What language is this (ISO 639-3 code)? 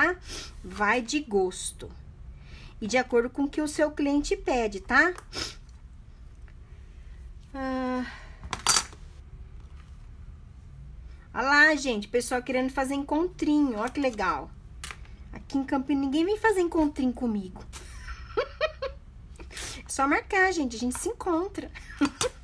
por